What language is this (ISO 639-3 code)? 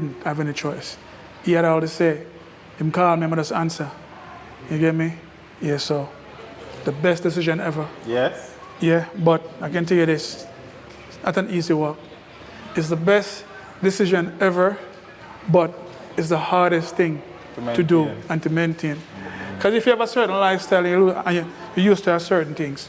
jam